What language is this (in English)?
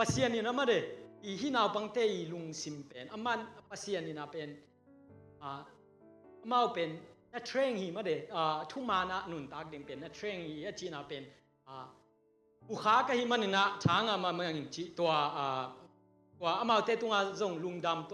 Tedim Chin